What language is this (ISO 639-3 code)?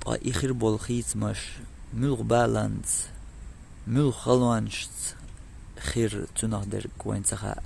che